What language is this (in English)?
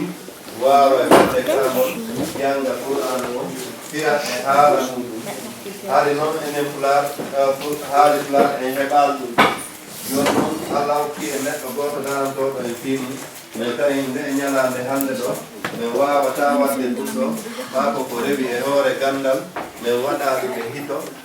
Fula